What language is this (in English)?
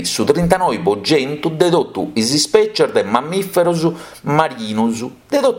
Sardinian